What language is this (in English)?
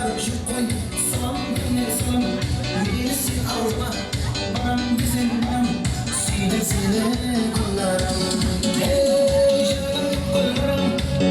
Kara-Kalpak